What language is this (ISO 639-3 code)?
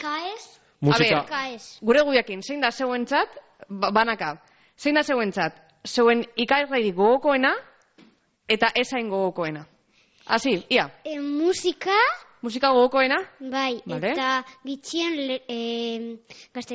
eus